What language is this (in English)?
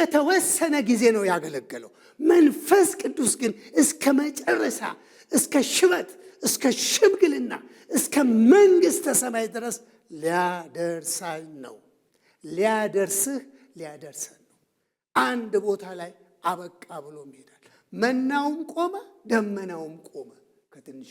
Amharic